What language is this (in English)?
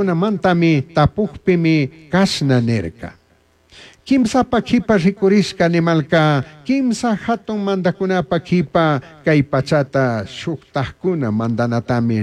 Chimborazo Highland Quichua